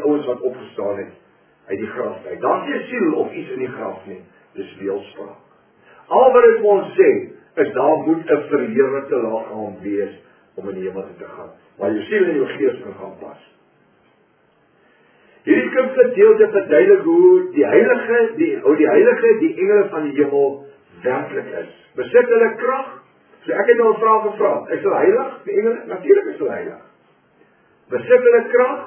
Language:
Afrikaans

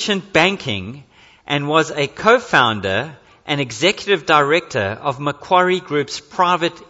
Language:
English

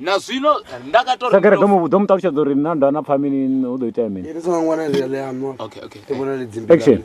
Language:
Venda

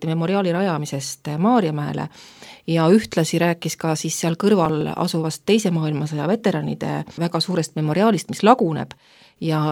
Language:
Estonian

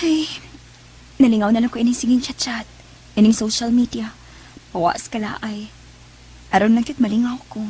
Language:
Cebuano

